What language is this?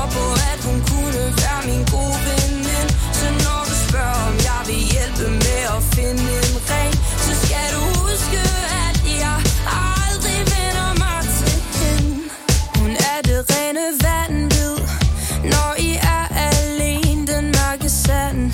Danish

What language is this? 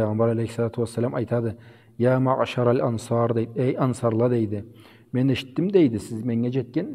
Karachay-Balkar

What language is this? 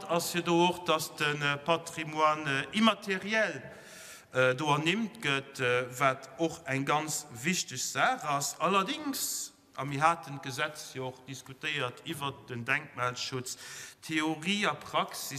Luxembourgish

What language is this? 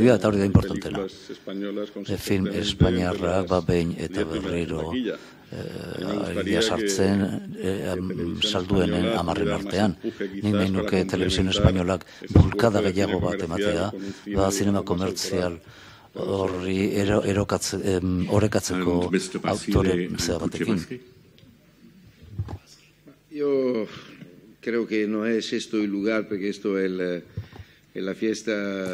Basque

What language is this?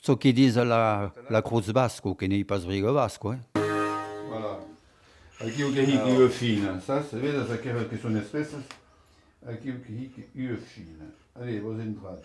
Occitan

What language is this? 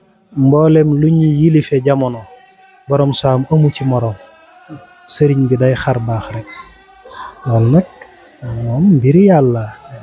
Wolof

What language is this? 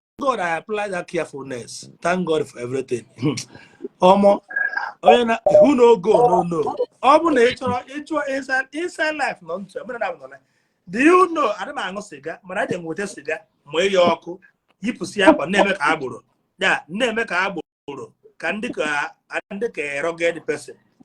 Igbo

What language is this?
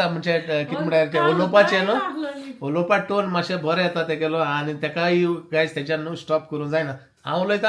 Konkani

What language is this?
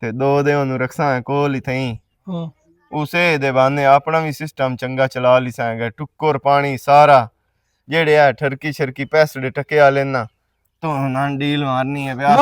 Western Panjabi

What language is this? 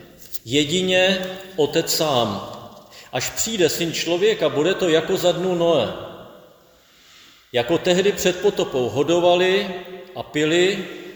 Czech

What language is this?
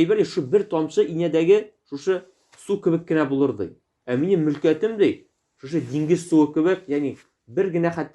Tatar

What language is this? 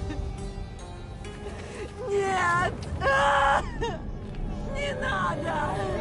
Russian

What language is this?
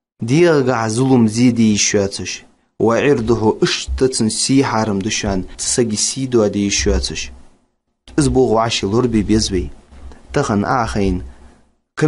Ingush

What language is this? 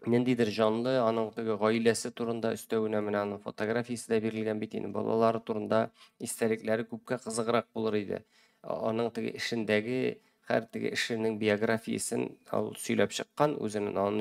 Tatar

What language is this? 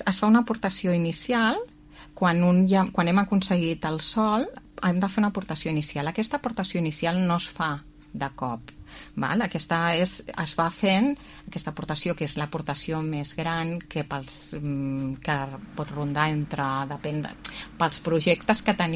Catalan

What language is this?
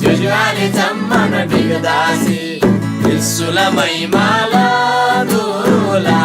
Eastern Tamang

